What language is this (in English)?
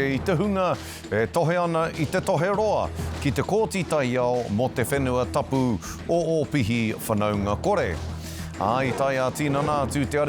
Māori